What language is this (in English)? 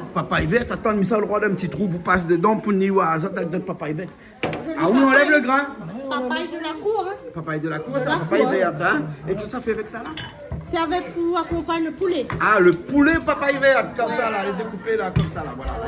Réunion Creole French